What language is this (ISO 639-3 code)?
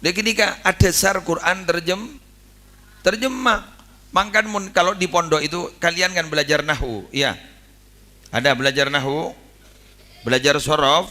mad